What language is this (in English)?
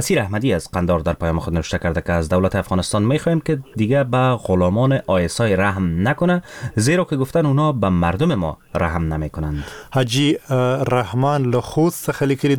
Persian